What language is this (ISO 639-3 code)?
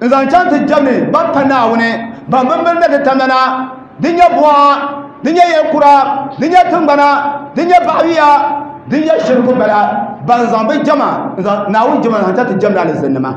dag